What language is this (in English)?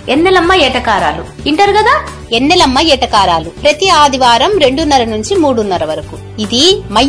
Telugu